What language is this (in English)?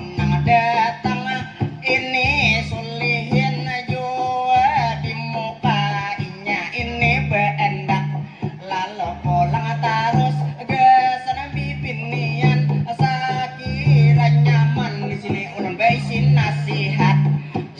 Banjar